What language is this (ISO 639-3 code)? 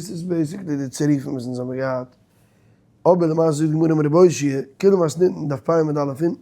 yid